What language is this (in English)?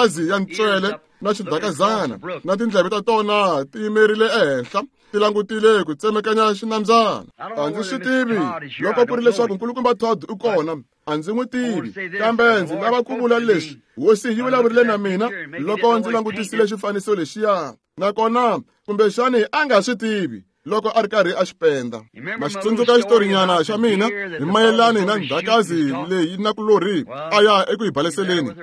Tsonga